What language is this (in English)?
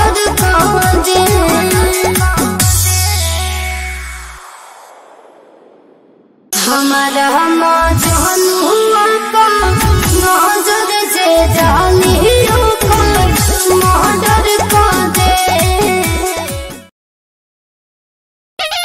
Bhojpuri